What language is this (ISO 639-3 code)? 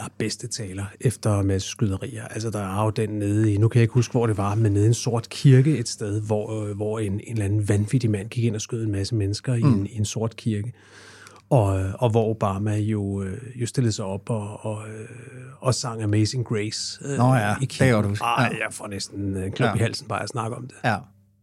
dan